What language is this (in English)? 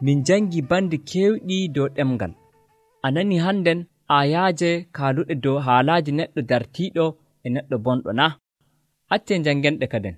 Nigerian Fulfulde